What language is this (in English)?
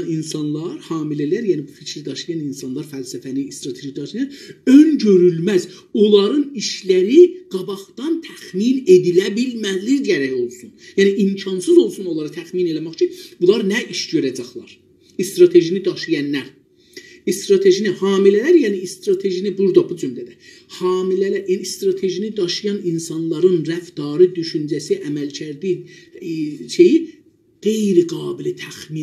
South Azerbaijani